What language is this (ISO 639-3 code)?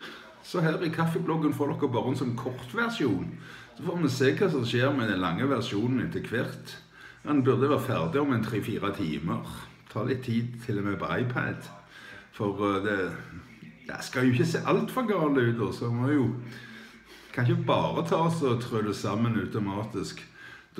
nor